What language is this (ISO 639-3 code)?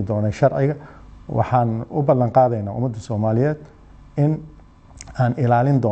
som